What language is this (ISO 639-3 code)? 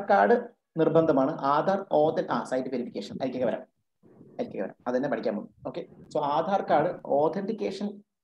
mal